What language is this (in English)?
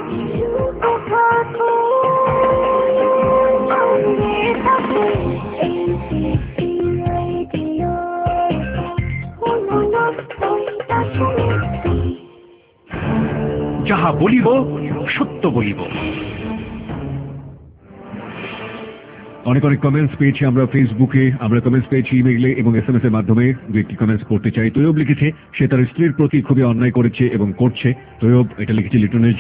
Bangla